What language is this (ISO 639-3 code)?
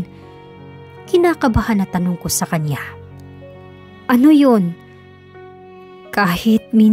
fil